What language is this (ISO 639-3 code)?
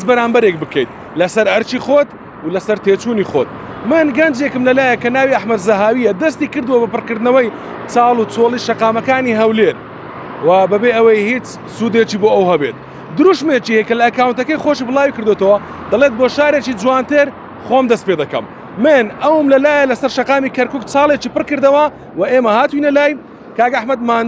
ckb